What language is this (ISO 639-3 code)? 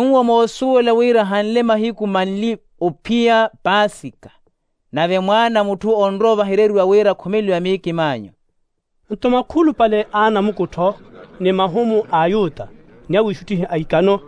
vmw